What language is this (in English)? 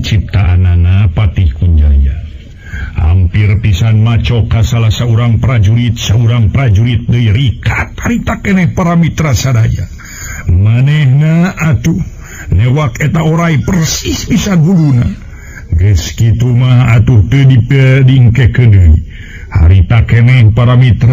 Sundanese